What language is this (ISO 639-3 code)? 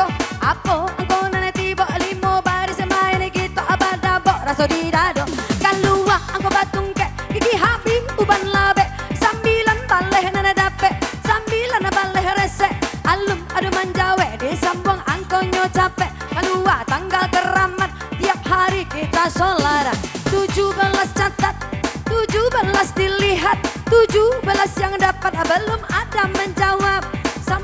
min